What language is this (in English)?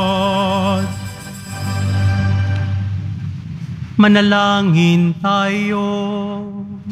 Filipino